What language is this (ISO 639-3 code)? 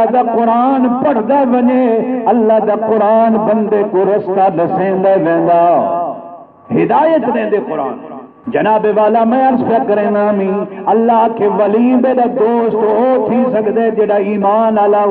skr